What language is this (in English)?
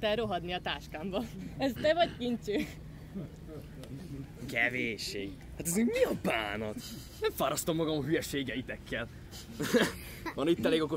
Hungarian